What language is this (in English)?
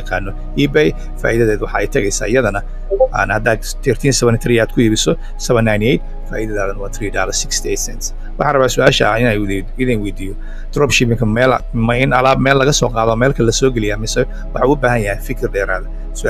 Somali